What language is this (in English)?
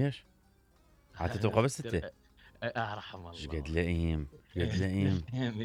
Mesopotamian Arabic